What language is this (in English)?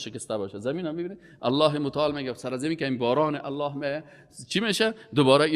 Persian